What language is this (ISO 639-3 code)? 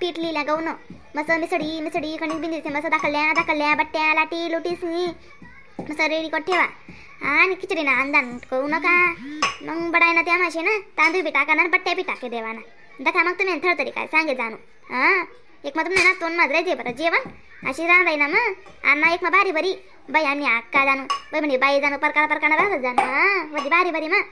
khn